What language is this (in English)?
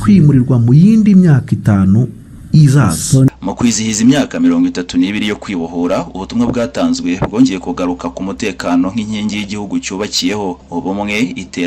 Kinyarwanda